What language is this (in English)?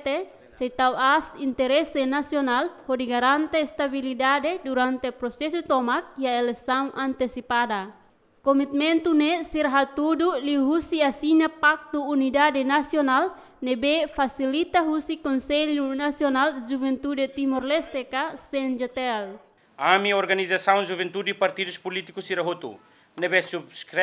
Tetum